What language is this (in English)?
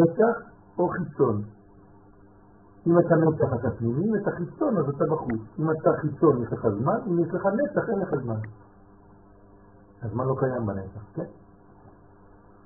Hebrew